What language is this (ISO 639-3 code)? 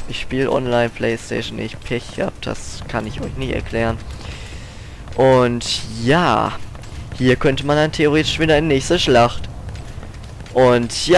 deu